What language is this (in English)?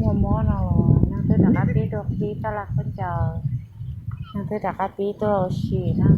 Hmong